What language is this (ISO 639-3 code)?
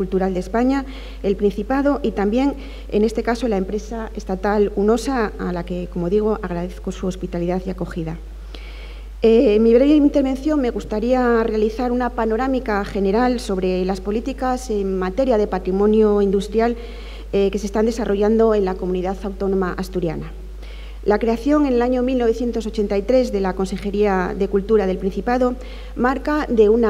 spa